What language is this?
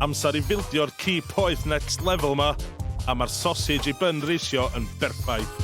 Welsh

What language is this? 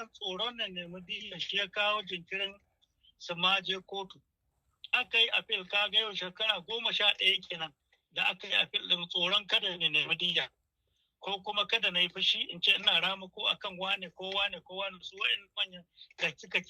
Hausa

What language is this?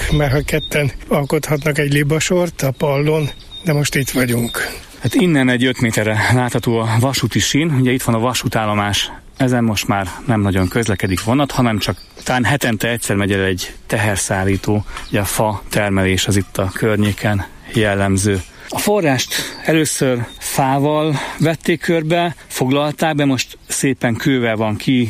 Hungarian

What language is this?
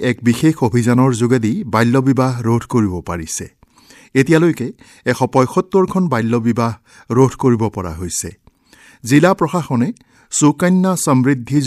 Assamese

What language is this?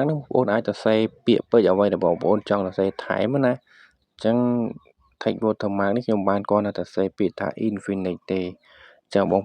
Khmer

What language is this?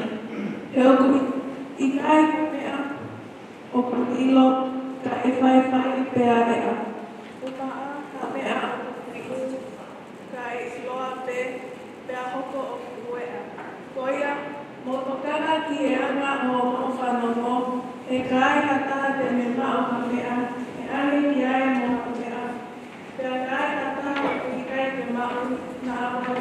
Tongan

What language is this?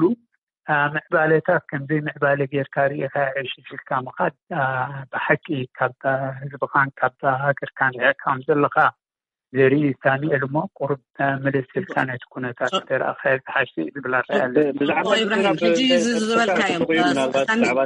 Tigrinya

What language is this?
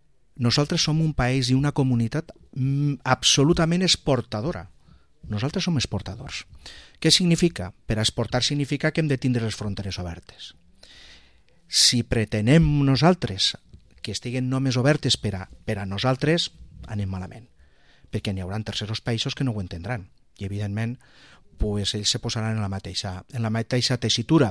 Catalan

